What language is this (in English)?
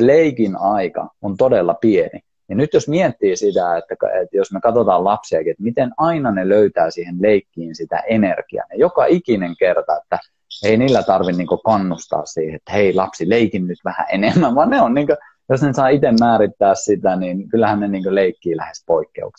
Finnish